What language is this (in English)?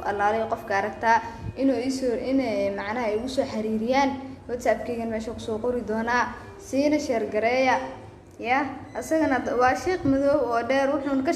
Somali